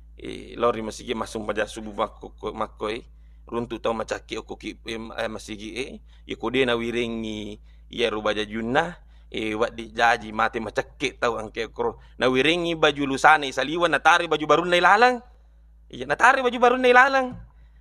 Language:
Buginese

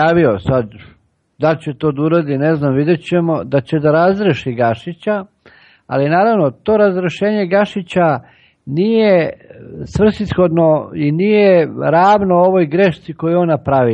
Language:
Serbian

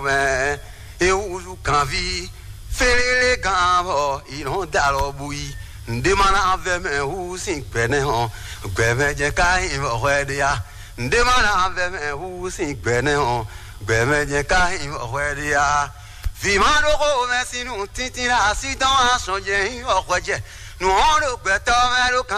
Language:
Fon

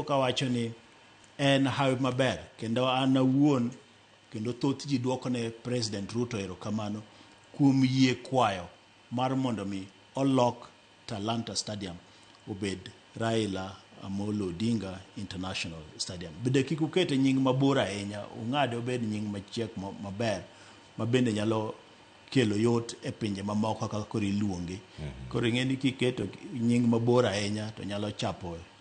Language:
Luo (Kenya and Tanzania)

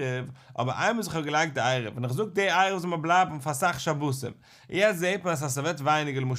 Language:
Yiddish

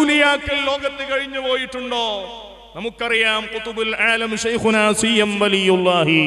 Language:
Malayalam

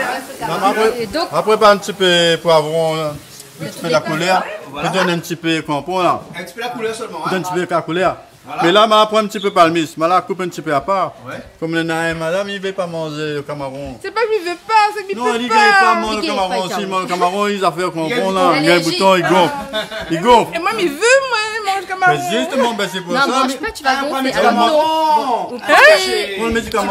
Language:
Réunion Creole French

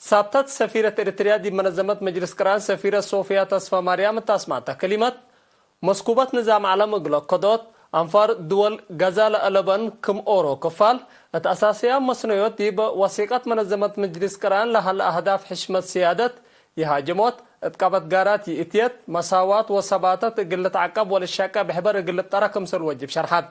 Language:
Tigre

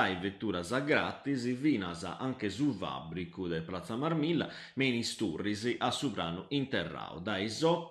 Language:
Sardinian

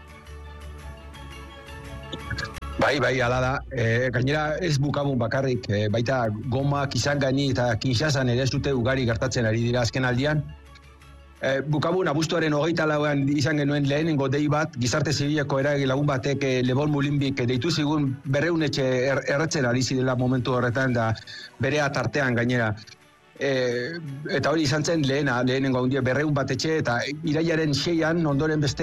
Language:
Basque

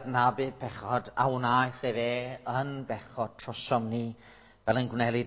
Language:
Welsh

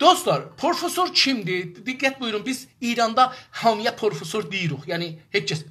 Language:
South Azerbaijani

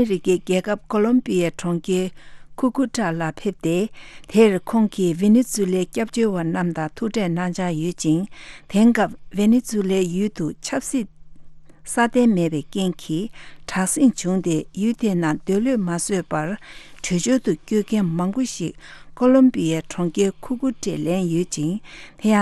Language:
Tibetan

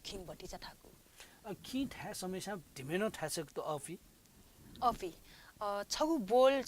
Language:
Newari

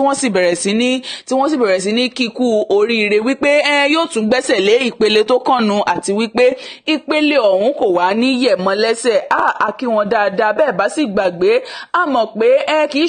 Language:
Yoruba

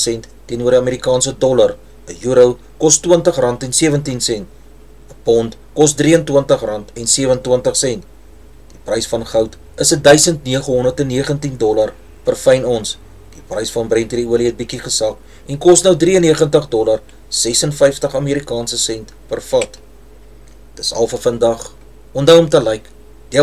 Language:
Afrikaans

